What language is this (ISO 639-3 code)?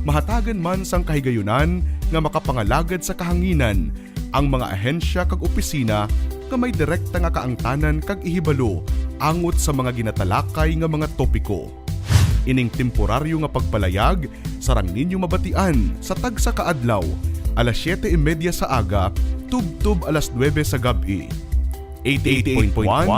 hil